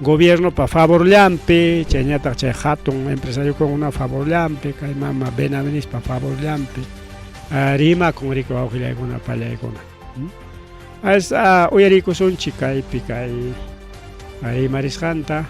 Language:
Ayacucho Quechua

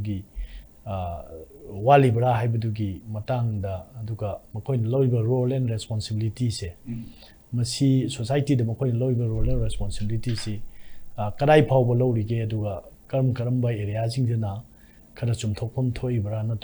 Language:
Manipuri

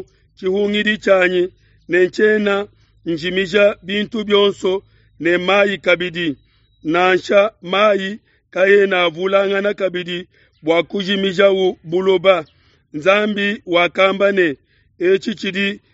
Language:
Luba-Lulua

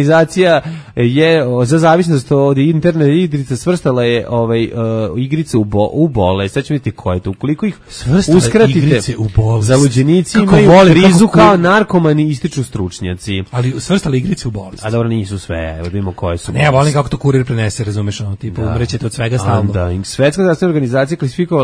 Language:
Serbian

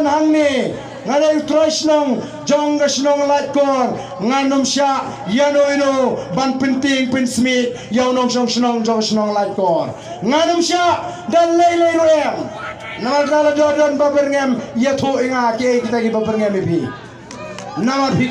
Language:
Khasi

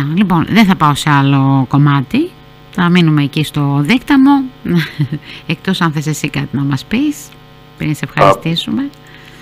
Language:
Greek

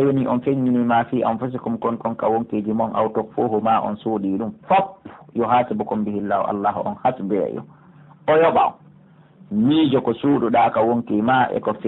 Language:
Pular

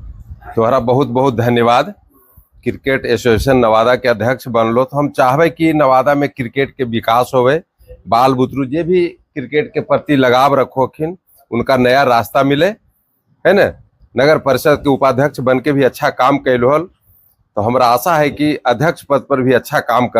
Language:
Magahi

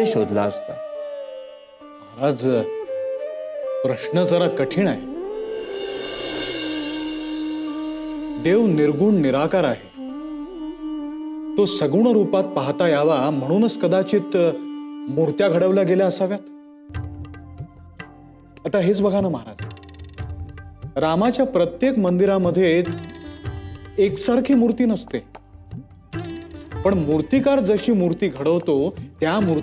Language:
Marathi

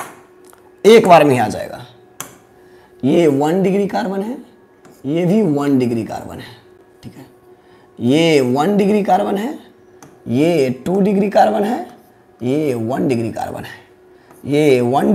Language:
Hindi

